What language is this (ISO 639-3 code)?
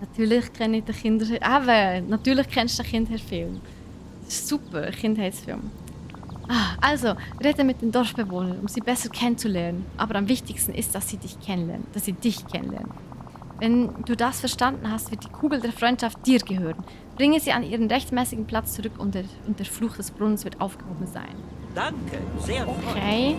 gsw